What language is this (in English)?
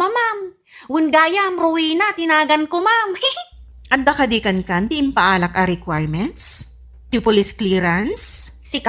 Iloko